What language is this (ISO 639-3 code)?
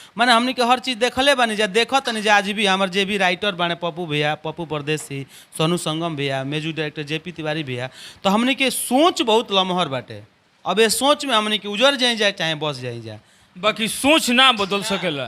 bho